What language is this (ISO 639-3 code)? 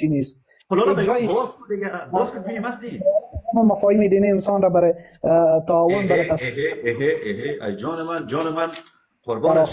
fas